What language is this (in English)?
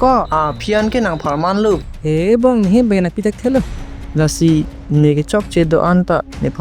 Karbi